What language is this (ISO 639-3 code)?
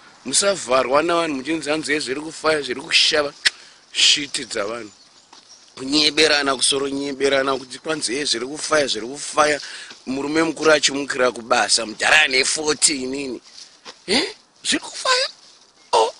sna